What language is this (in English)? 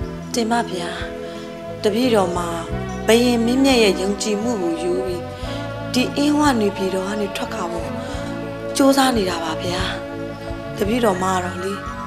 Burmese